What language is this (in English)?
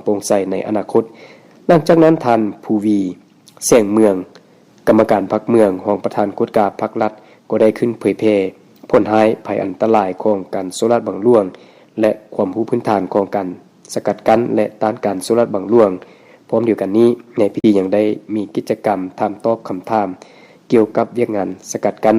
Lao